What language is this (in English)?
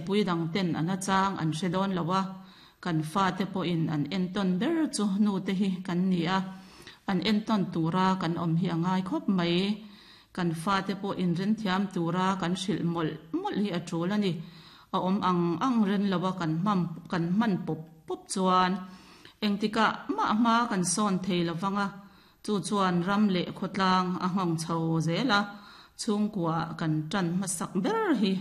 Mizo